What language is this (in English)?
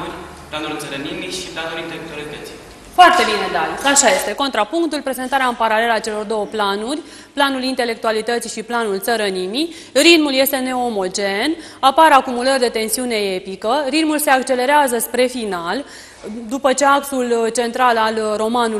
Romanian